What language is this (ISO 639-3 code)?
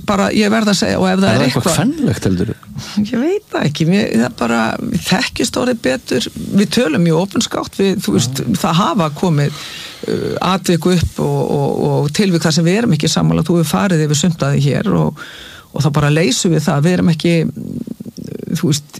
isl